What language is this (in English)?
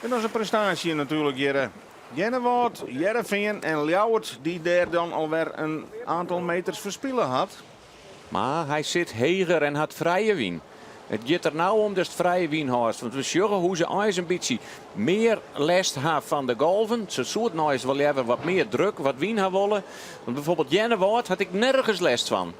Western Frisian